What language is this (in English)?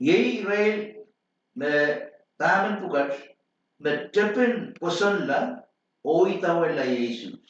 Pohnpeian